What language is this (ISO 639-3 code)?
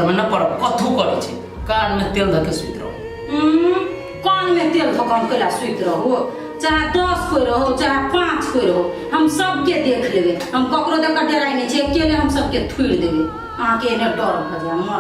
mai